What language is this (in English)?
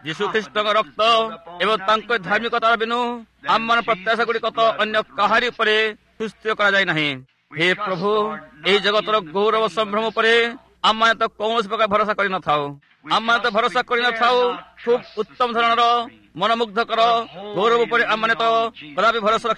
Odia